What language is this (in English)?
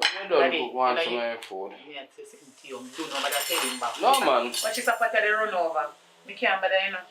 Jamaican Creole English